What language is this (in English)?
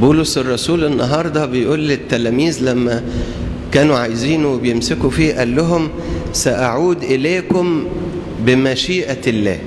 Egyptian Arabic